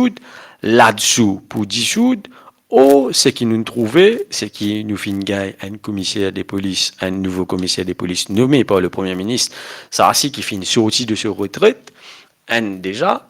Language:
Morisyen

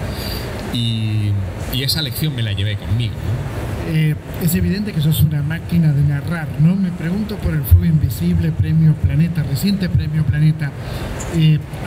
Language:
Spanish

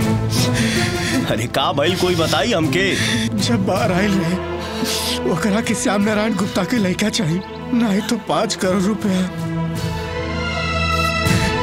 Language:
Bhojpuri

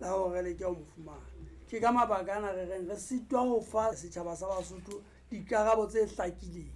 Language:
Southern Sotho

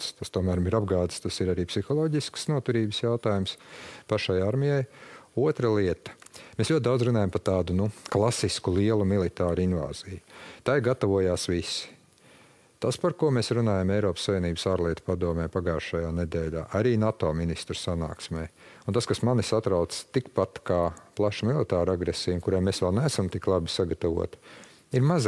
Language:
Latvian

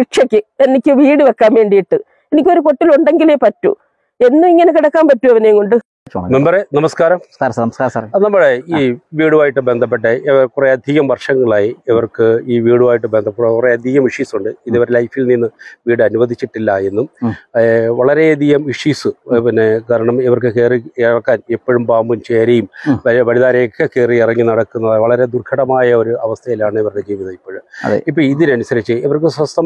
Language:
Malayalam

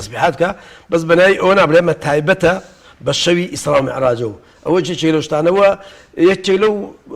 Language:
Central Kurdish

